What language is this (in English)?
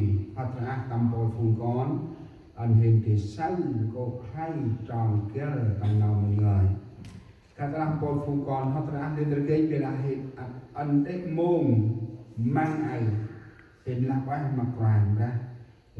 Central Mnong